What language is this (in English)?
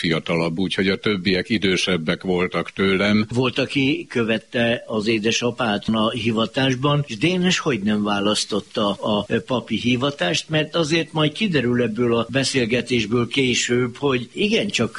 Hungarian